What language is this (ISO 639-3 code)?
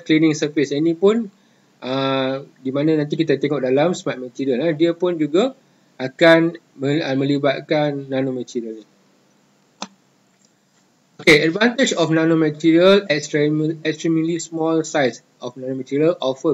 msa